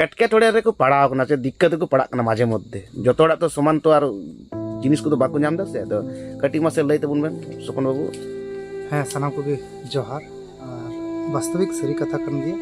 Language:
Santali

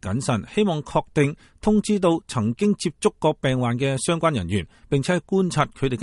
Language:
Cantonese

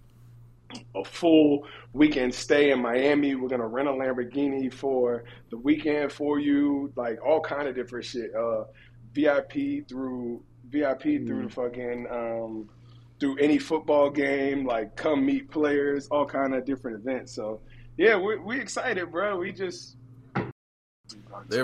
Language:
English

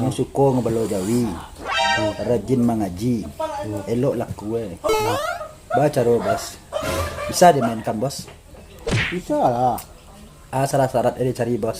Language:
Minangkabau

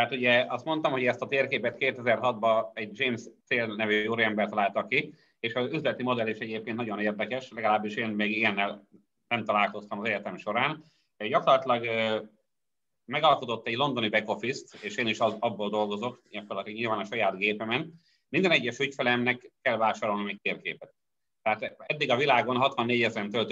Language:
Hungarian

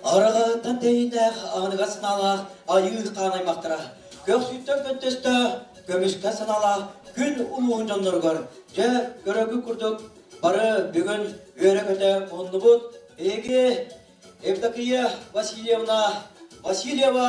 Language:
Yakut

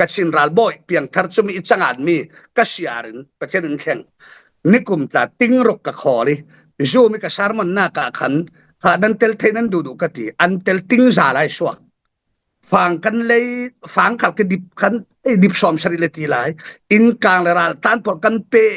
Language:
Falam Chin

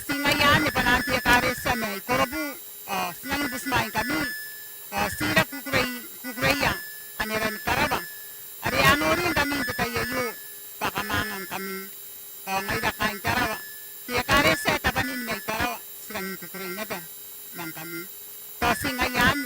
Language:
Gilbertese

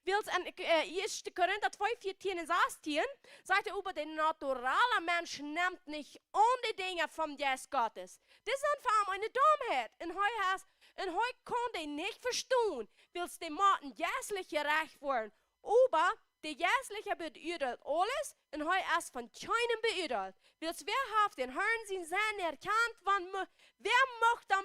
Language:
Plautdietsch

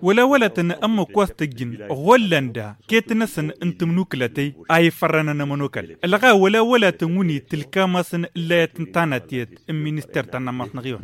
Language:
Tamasheq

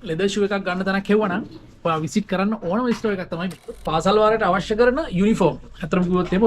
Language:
Sinhala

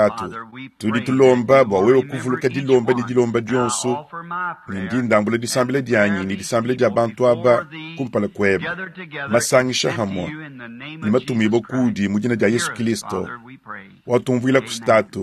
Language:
Luba-Lulua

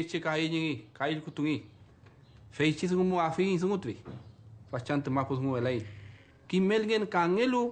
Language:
Mapuche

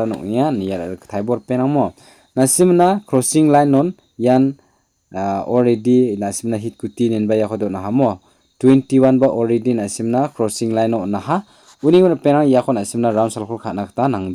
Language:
Garo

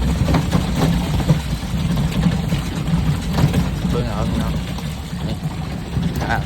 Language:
Lao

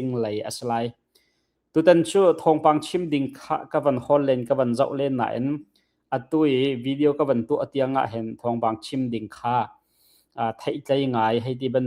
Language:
Hakha Chin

